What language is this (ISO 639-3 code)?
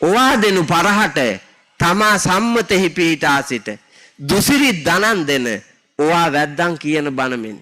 sin